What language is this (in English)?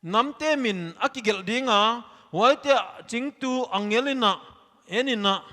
Paite Chin